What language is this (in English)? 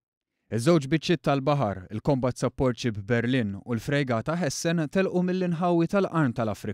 Maltese